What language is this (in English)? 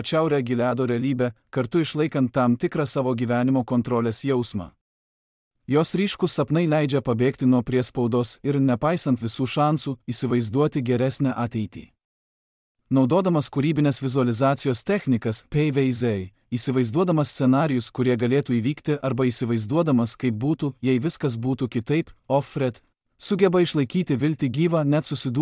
Lithuanian